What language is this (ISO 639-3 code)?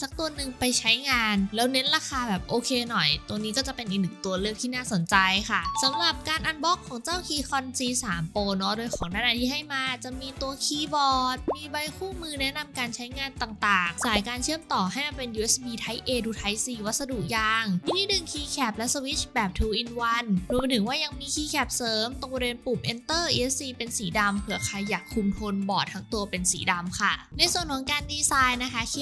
tha